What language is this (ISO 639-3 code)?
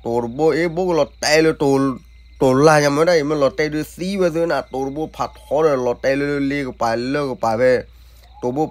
ksw